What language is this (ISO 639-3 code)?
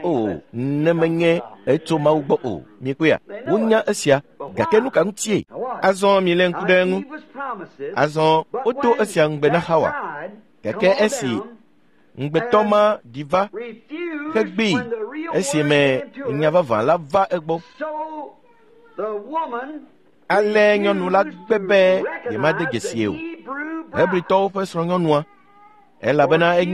ewe